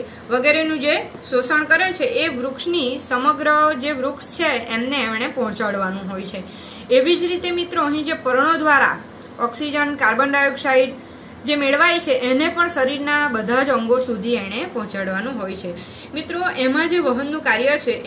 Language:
Gujarati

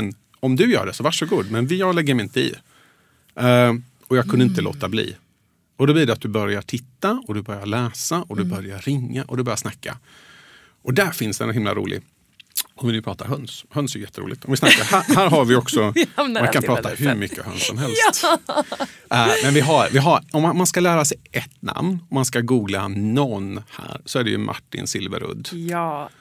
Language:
Swedish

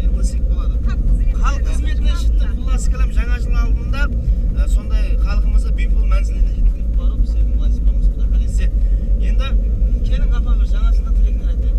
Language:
Kara-Kalpak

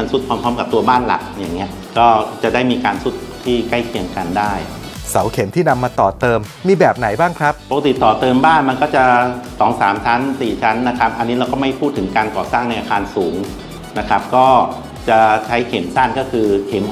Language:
Thai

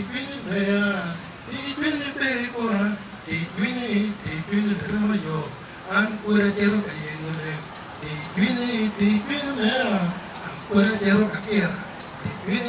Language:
Acoli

